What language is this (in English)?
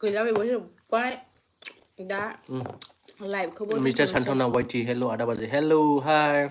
Bodo